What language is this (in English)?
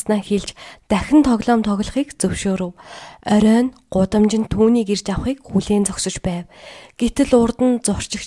Mongolian